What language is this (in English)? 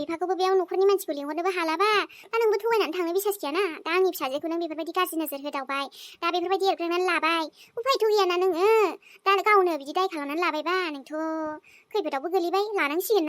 Bodo